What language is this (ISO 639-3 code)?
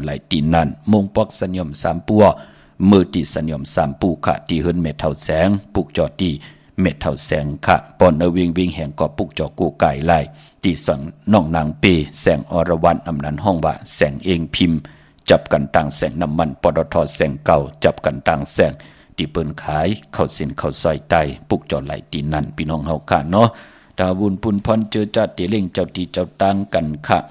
shn